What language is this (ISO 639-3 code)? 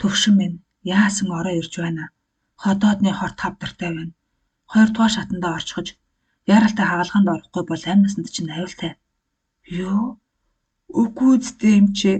mon